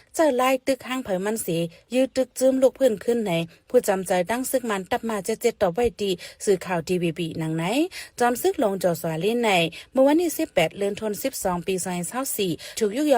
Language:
Shan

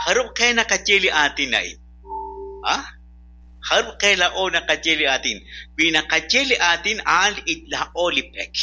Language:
Kekchí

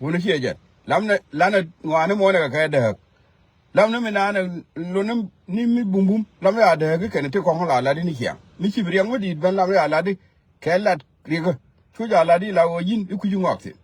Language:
Nuer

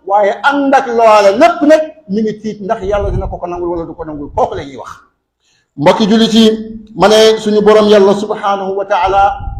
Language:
Wolof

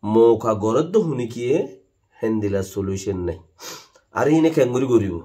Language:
Rohingya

